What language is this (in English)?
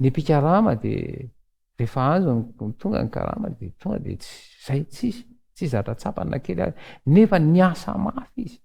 Malagasy